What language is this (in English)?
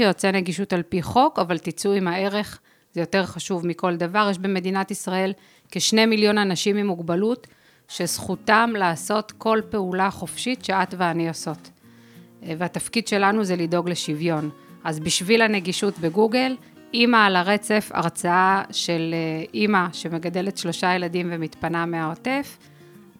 Hebrew